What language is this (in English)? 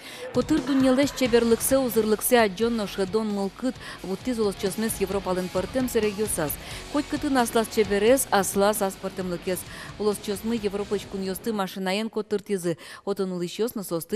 Udmurt